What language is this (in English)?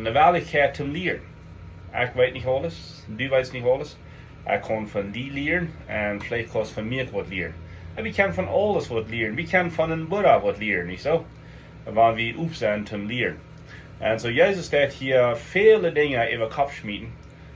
Plautdietsch